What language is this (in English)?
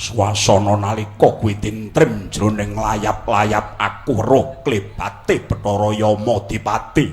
Javanese